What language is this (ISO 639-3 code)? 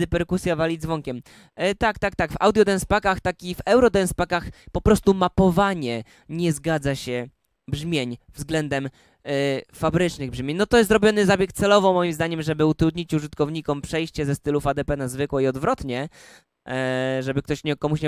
pol